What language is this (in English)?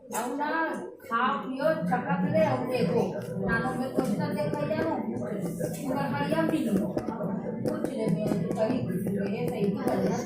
Chhattisgarhi